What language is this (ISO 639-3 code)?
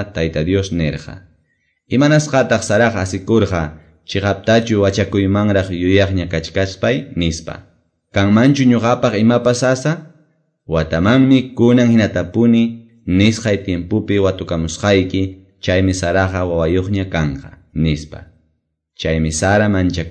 que